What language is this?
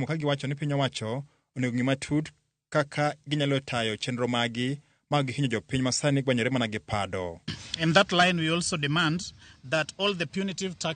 Luo (Kenya and Tanzania)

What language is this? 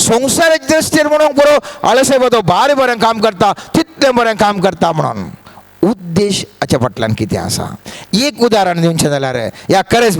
Konkani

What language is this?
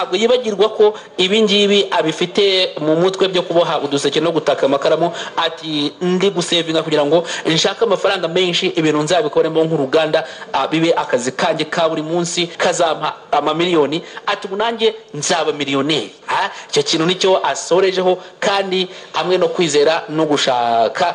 Kinyarwanda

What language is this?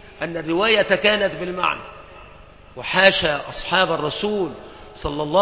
Arabic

